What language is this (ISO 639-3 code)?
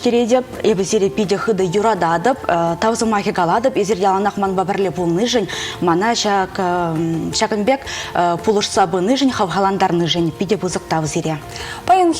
chv